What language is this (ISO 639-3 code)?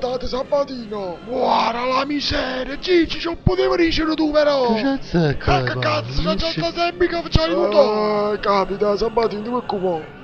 nap